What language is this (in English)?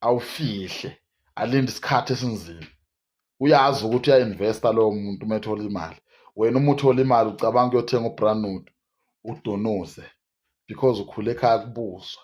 Zulu